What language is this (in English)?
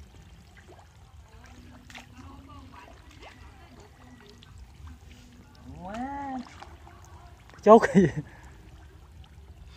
Vietnamese